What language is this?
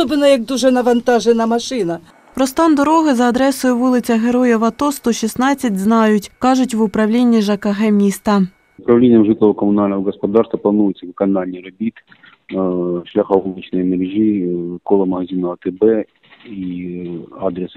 Ukrainian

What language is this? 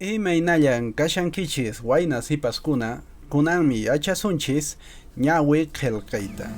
Quechua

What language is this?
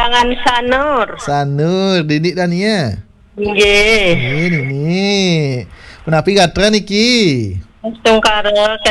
Balinese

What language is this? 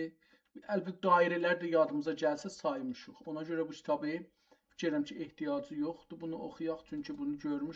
South Azerbaijani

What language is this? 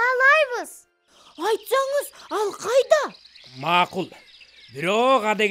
Kyrgyz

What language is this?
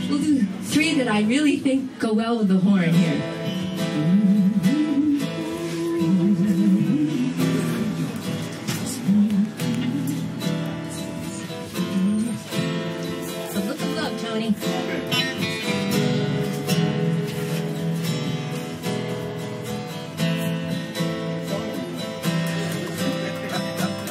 English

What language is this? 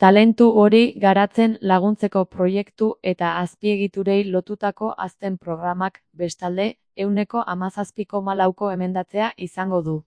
Basque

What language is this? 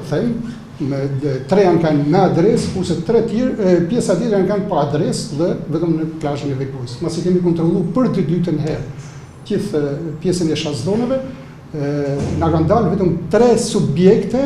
Albanian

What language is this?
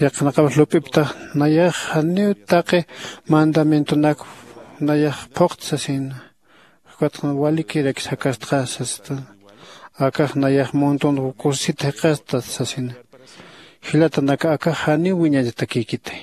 Aymara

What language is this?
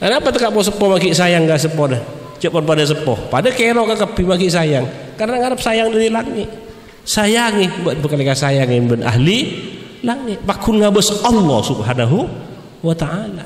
Madurese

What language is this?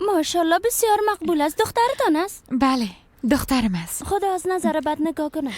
Persian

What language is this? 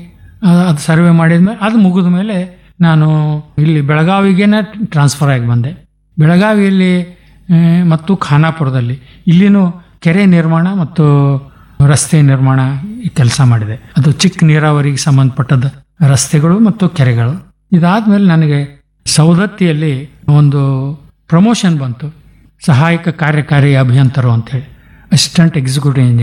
Kannada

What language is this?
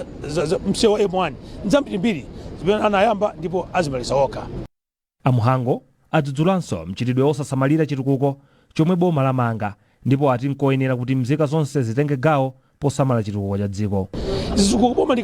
Nyanja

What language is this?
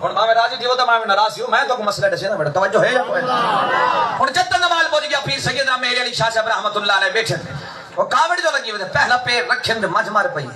Saraiki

